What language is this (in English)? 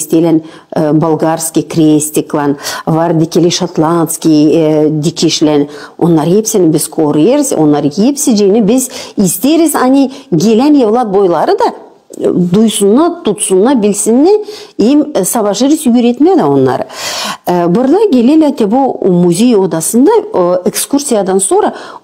Gagauz